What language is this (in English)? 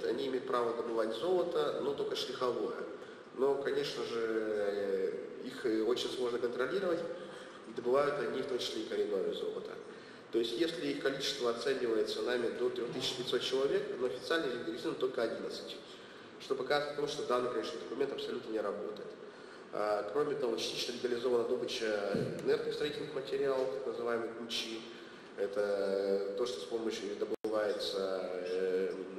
Russian